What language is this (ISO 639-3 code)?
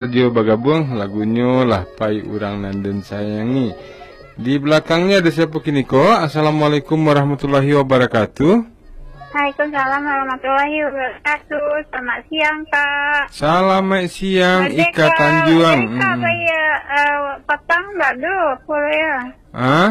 min